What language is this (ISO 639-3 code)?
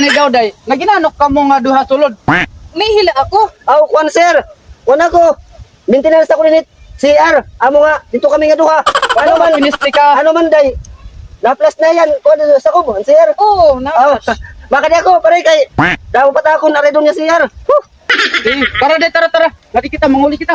war